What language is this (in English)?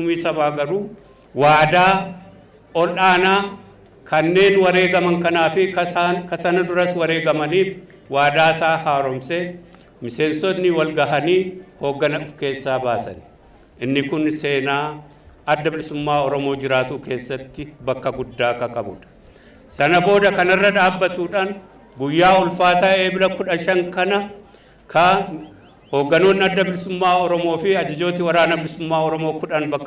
Oromo